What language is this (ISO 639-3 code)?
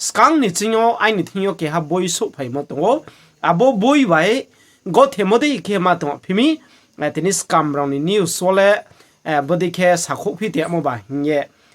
ria